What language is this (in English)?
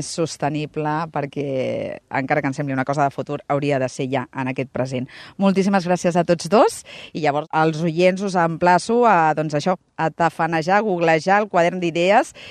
Catalan